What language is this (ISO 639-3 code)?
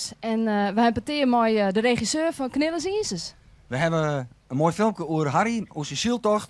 fry